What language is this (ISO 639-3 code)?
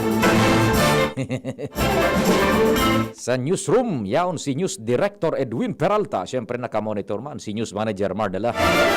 bik